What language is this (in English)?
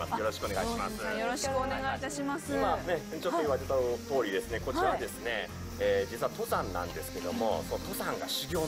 Japanese